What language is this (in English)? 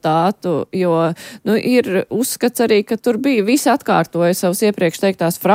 Latvian